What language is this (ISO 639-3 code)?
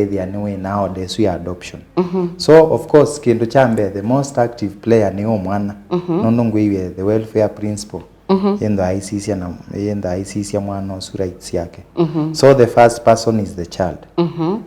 kam